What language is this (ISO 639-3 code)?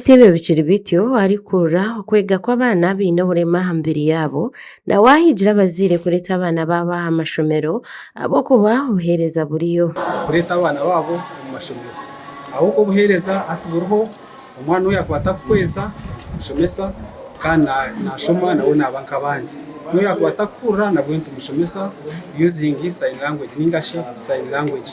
nyn